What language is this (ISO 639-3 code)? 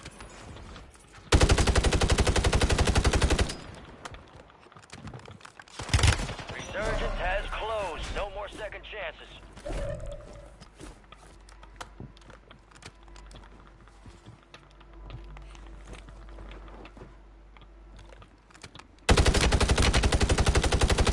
eng